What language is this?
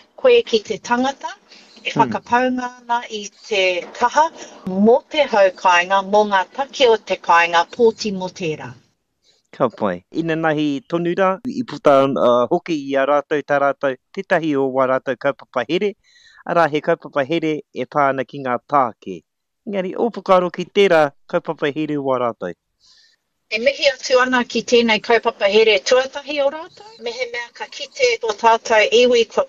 Māori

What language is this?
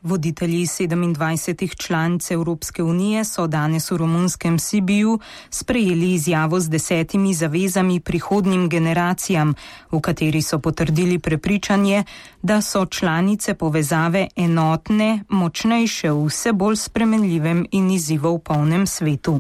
Slovenian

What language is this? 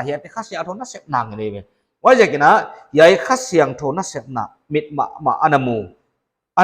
Paite Chin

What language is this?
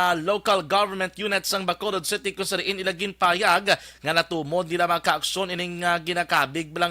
Hiligaynon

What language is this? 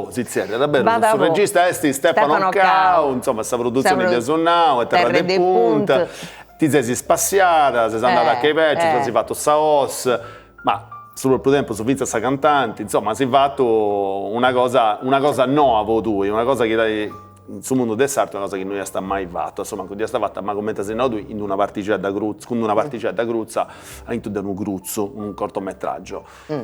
Sardinian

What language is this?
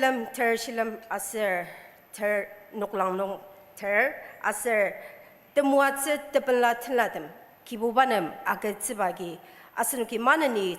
Ao Naga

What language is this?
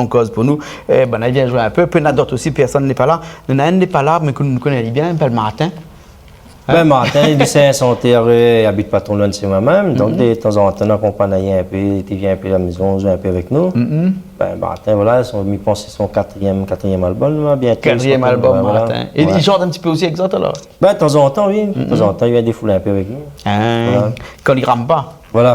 Réunion Creole French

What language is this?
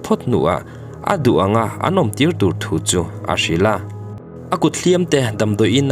Mizo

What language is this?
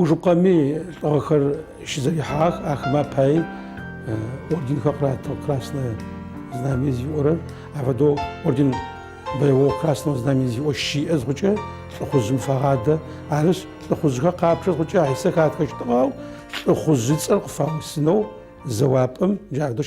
Adyghe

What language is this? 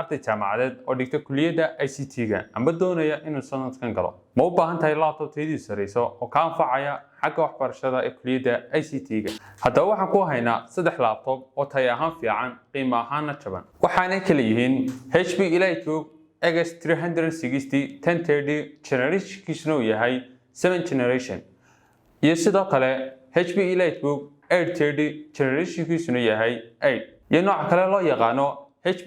Somali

